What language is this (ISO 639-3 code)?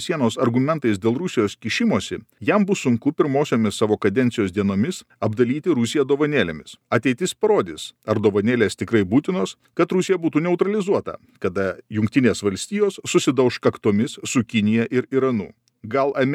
lit